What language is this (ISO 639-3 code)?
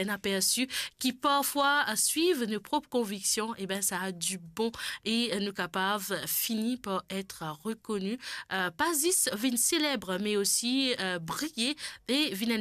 mfe